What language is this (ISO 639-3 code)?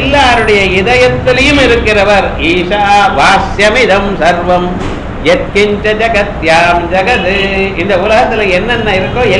tam